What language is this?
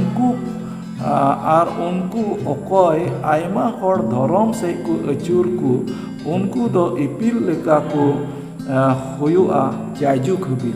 Santali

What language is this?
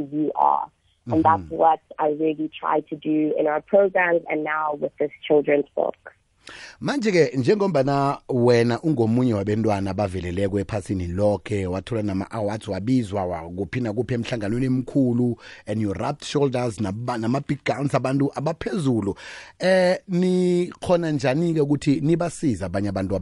South Ndebele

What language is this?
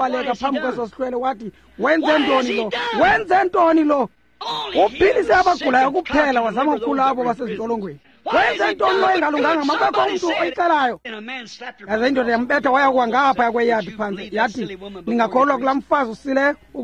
Xhosa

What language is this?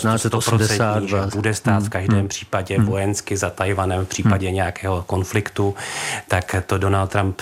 Czech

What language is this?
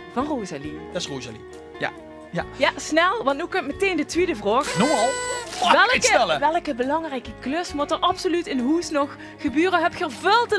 Limburgish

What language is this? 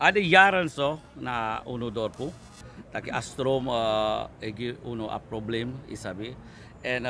Sranan Tongo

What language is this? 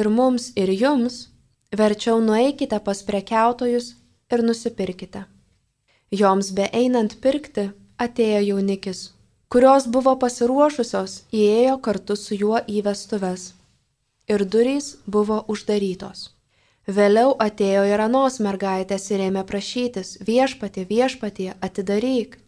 Lithuanian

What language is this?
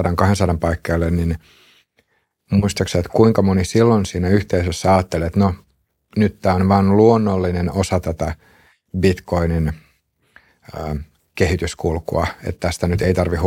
Finnish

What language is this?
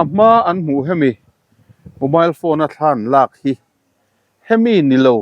Mizo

